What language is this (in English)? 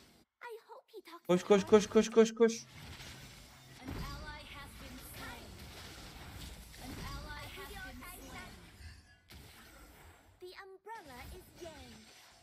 Turkish